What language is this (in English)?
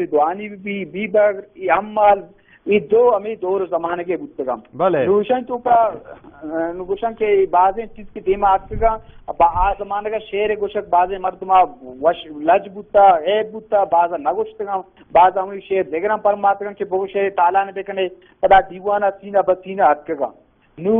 Baluchi